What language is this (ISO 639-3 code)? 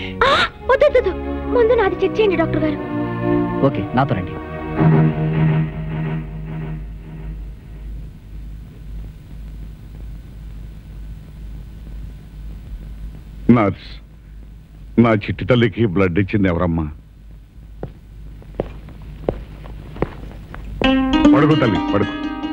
tel